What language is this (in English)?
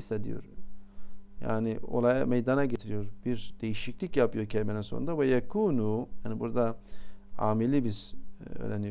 Turkish